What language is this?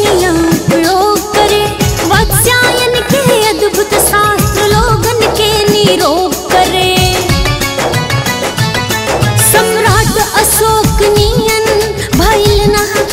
Bhojpuri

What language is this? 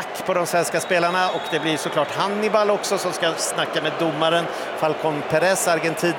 Swedish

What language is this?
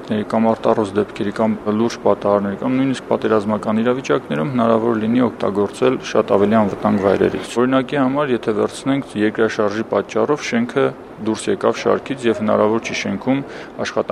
Armenian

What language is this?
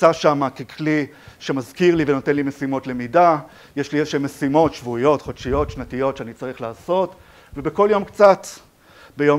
Hebrew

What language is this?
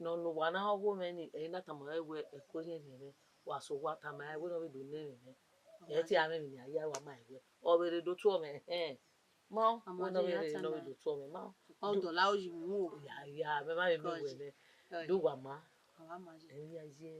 Bini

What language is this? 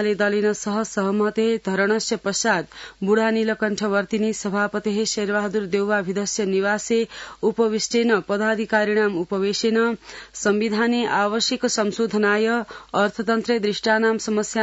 Sanskrit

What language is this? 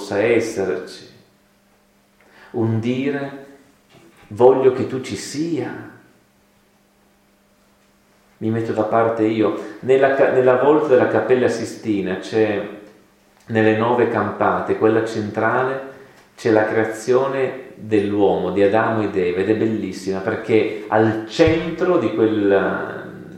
Italian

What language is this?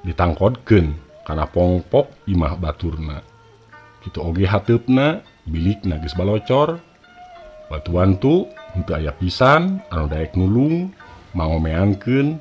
Sundanese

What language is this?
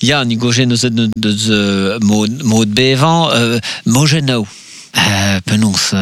Breton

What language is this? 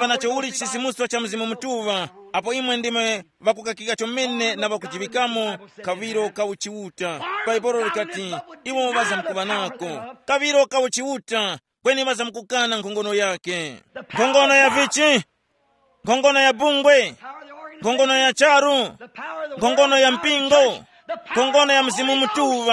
Tumbuka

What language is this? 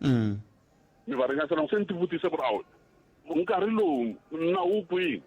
Tsonga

